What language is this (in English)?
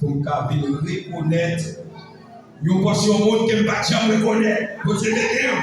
Haitian Creole